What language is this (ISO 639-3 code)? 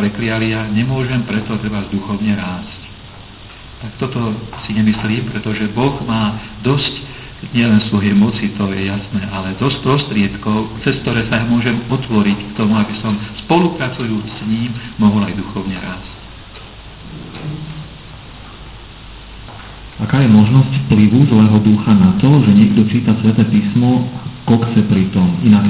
slk